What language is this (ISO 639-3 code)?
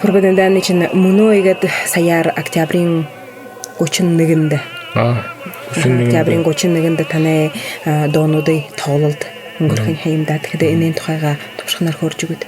bua